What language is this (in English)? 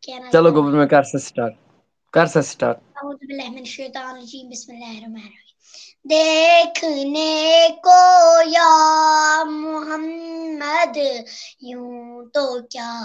Kashmiri